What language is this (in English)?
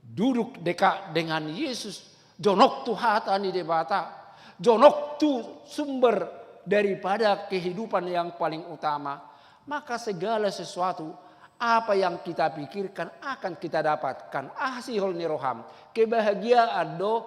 Batak Toba